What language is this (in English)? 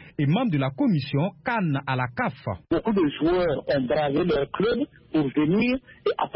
French